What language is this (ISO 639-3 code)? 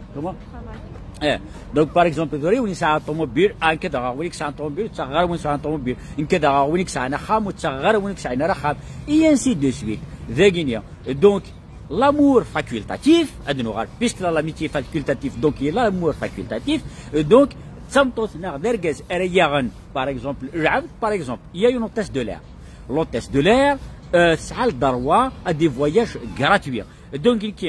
kab